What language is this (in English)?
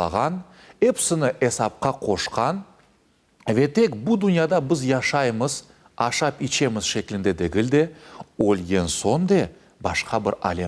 Crimean Tatar